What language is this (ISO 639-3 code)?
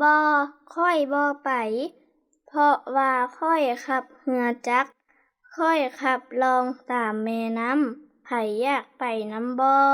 lao